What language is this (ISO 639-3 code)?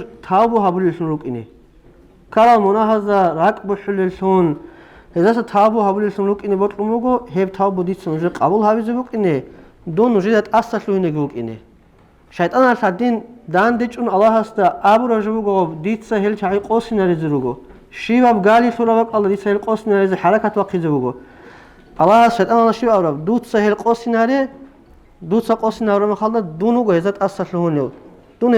ava